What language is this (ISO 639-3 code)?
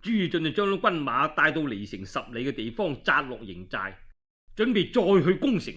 yue